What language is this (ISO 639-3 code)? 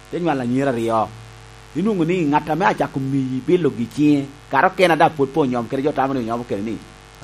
laj